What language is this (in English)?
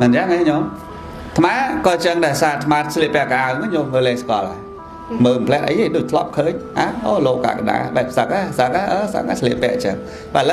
Khmer